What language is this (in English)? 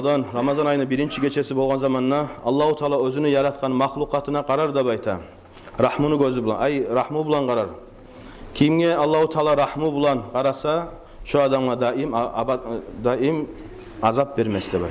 Kumyk